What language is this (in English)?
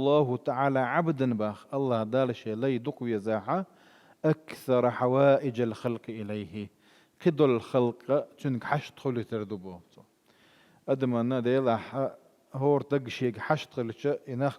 Chechen